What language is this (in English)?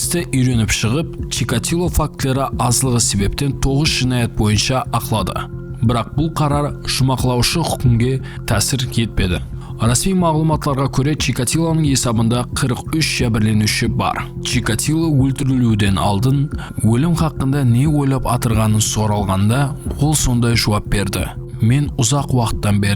Kara-Kalpak